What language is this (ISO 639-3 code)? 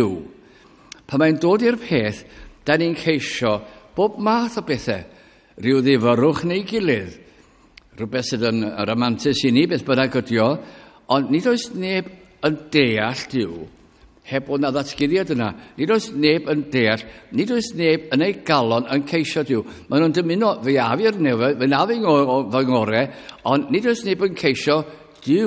cym